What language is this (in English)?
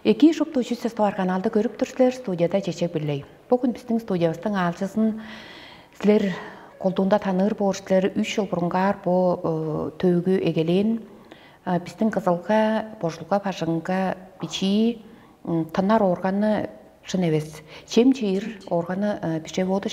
Tuvinian